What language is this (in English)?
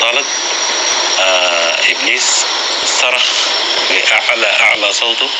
North Levantine Arabic